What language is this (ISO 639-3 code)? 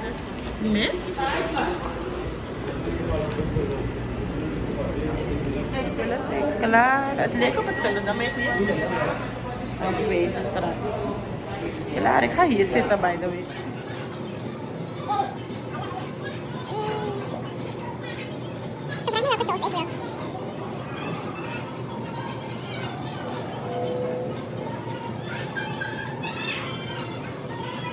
nld